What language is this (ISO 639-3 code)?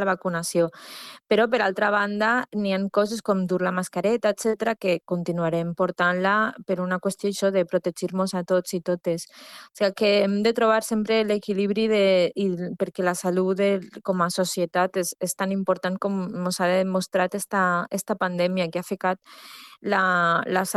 cat